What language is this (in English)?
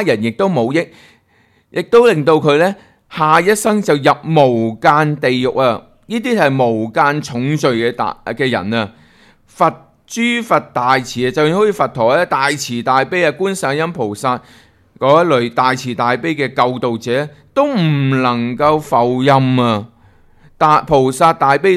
Cantonese